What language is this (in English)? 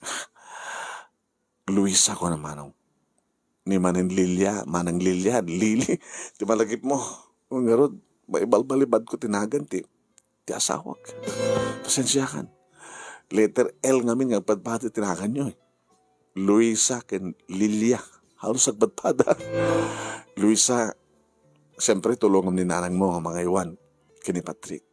Iloko